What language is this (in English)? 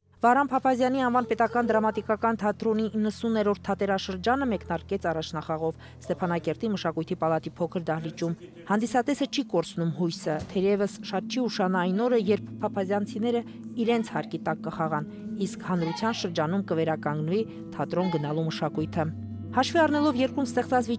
Armenian